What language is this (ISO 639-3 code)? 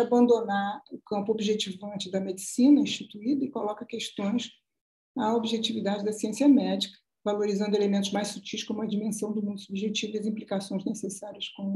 por